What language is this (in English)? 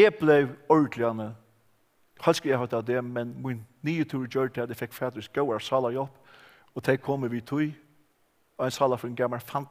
Faroese